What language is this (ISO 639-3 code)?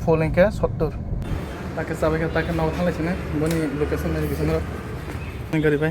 trp